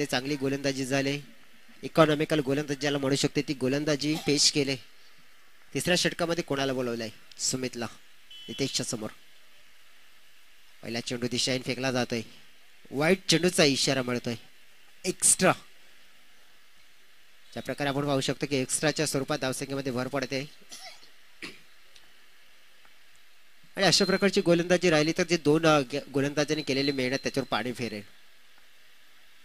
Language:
Marathi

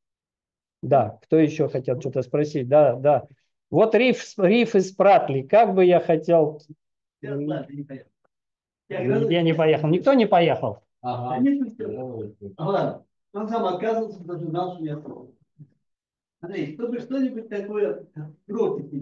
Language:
Russian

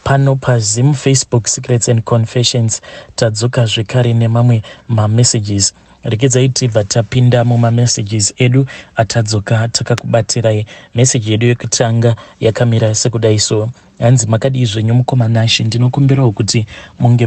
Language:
Shona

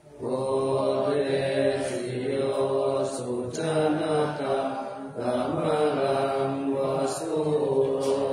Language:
Pali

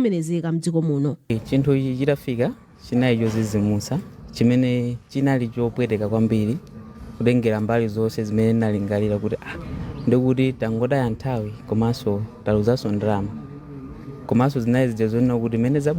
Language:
Nyanja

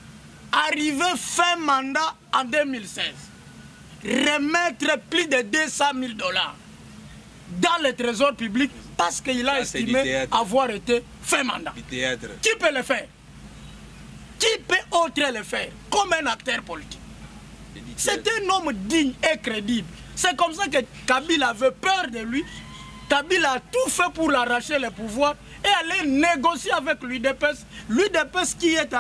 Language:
French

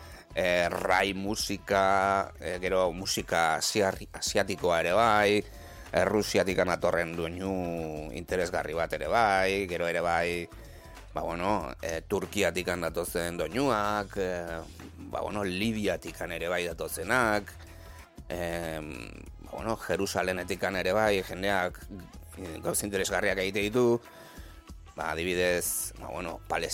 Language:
Basque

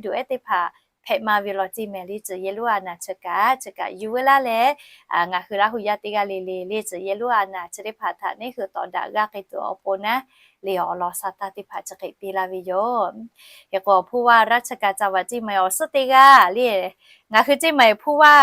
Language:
Lahu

